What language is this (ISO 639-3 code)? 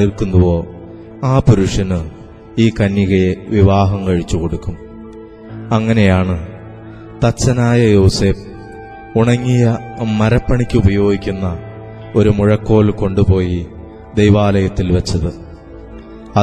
mal